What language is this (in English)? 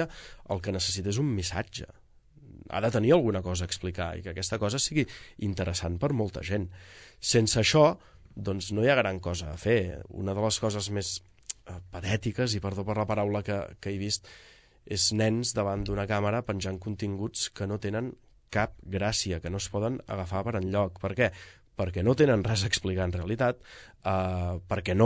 Catalan